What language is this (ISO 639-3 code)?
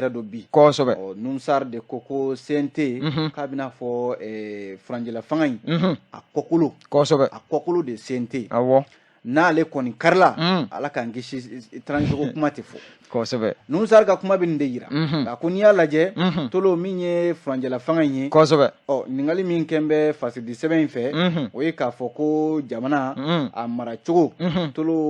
bam